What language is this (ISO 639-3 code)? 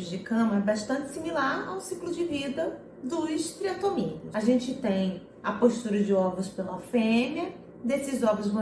por